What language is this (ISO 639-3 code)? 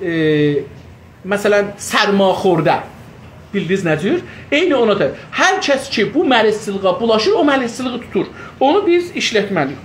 azb